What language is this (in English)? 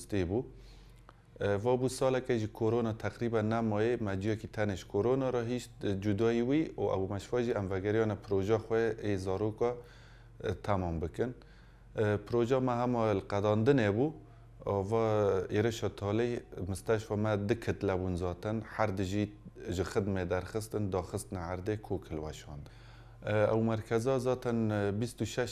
Kurdish